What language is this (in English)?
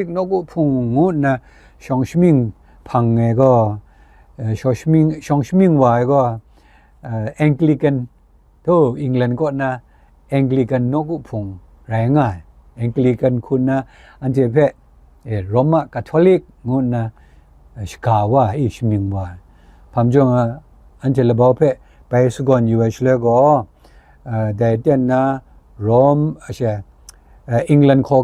Kachin